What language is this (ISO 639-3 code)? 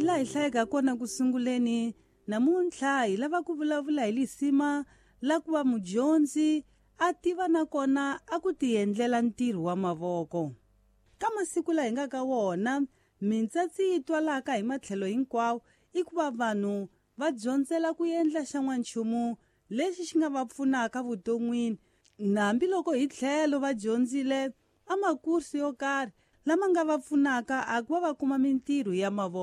tso